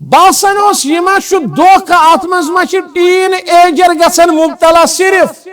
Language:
Kashmiri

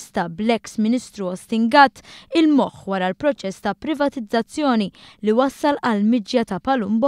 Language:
Maltese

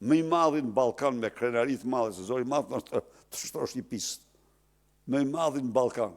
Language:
Albanian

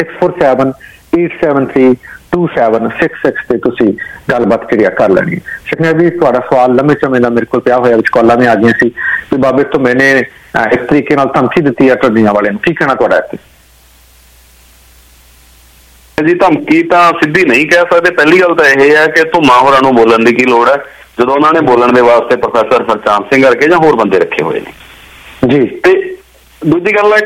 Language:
Punjabi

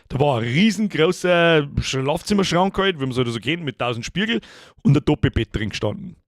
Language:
Bavarian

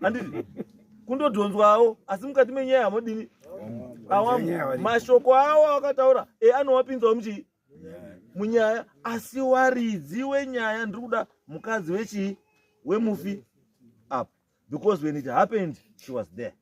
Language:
Shona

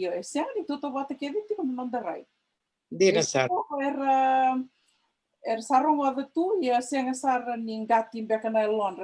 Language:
Fijian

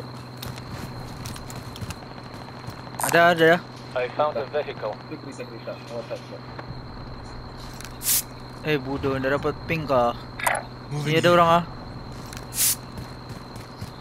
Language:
Malay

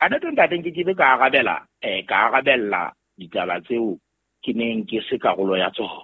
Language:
Southern Sotho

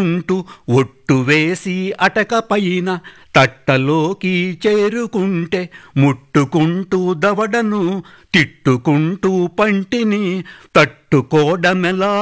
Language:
Telugu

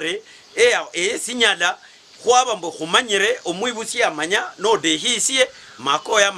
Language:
Luyia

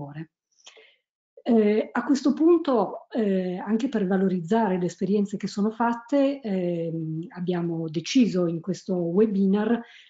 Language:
Italian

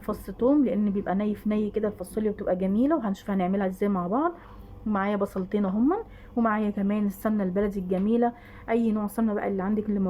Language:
Egyptian Arabic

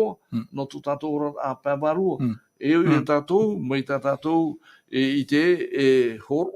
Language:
Tahitian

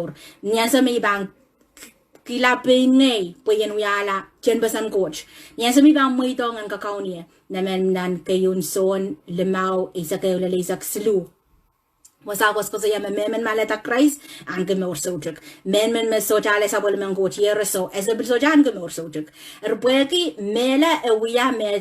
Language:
Pohnpeian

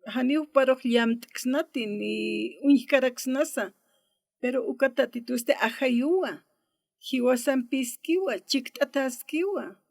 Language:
Aymara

